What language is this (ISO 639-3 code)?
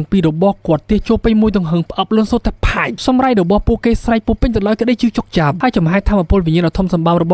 khm